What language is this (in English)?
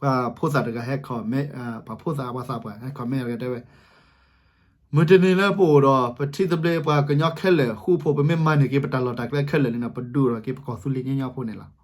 S'gaw Karen